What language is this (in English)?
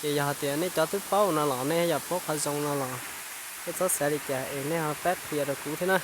Hmong